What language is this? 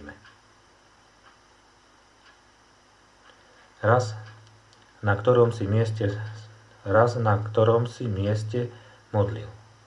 Slovak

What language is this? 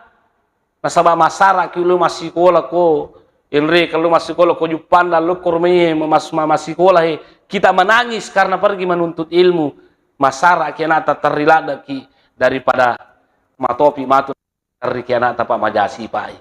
Buginese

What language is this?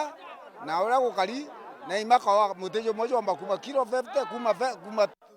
Meru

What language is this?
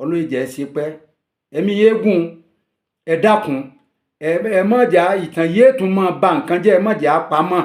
Yoruba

